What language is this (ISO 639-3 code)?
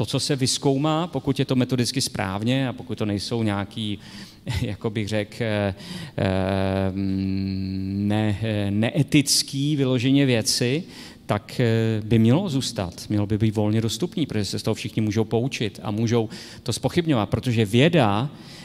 ces